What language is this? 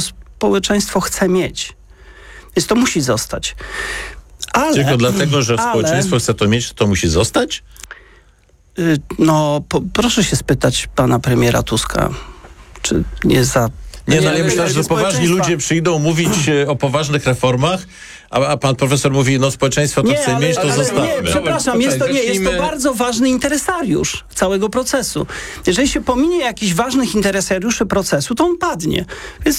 Polish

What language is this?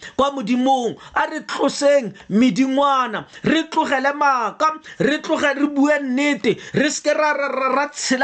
Tswana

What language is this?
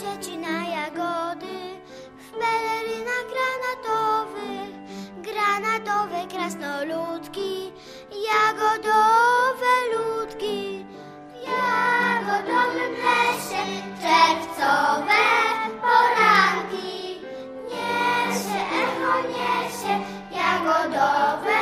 Polish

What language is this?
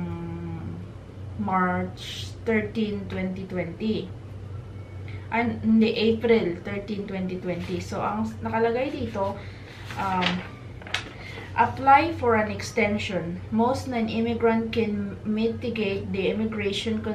Filipino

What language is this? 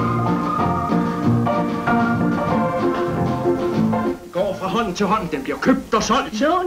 Danish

